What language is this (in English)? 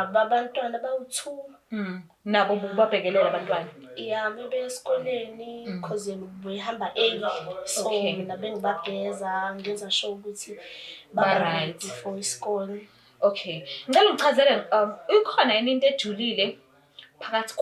Zulu